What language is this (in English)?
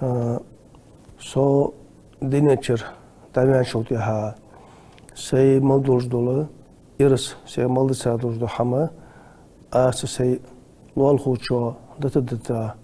Ingush